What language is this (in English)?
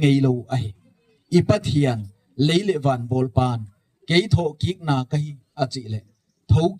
Gangte